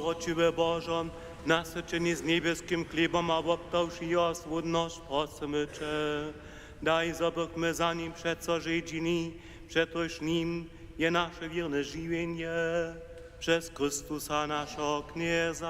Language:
Upper Sorbian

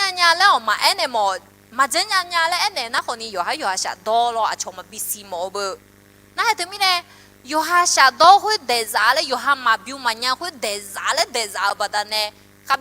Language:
Akha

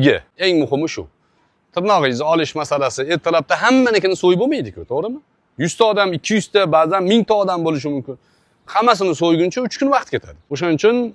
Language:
Uzbek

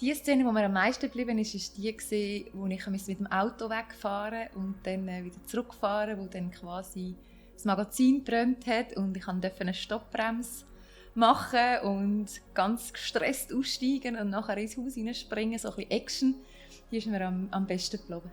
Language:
Swiss German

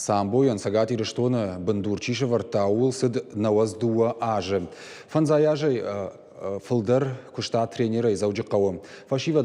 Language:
Ossetic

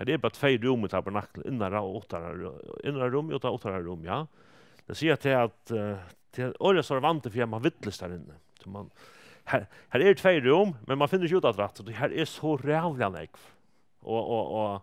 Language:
Faroese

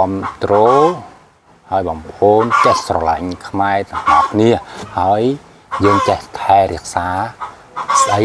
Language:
Khmer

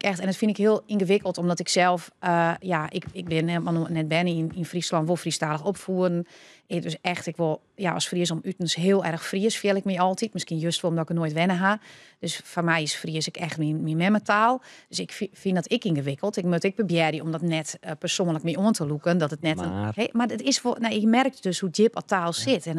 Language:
Western Frisian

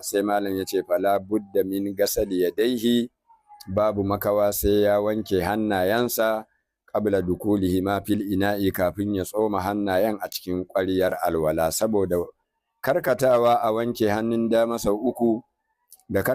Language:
Hausa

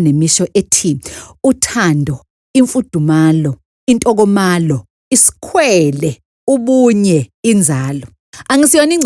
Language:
Zulu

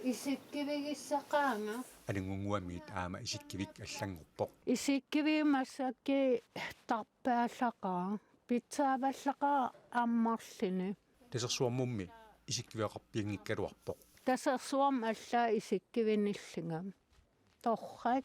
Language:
Kalaallisut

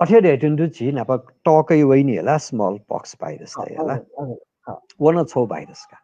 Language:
Newari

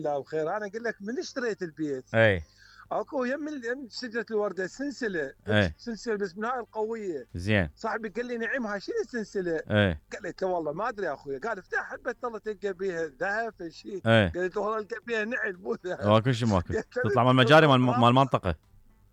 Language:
Mesopotamian Arabic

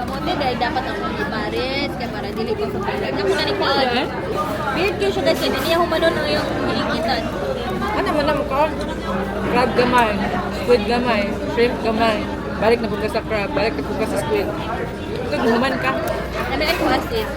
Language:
Cebuano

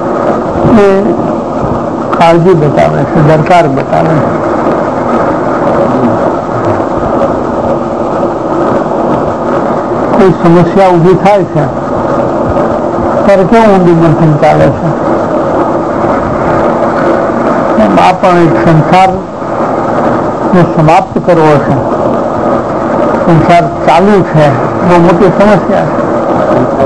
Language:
Gujarati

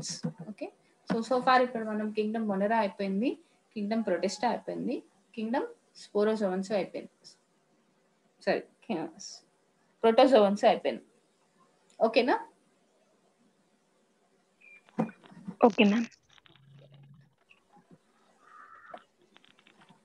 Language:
Telugu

